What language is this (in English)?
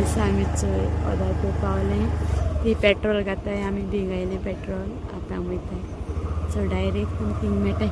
Konkani